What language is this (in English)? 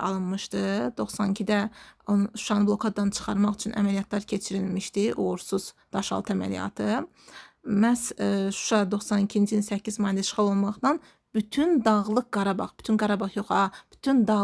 Azerbaijani